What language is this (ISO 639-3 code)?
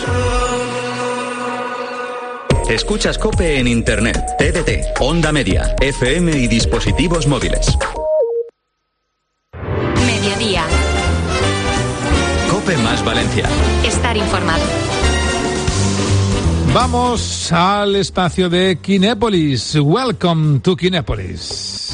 spa